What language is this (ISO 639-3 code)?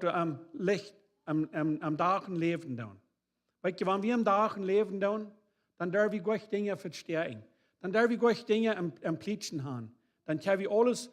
pdt